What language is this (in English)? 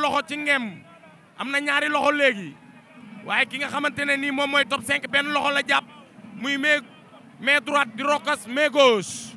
Wolof